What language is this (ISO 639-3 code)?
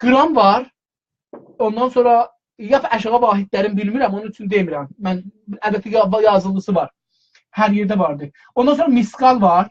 azb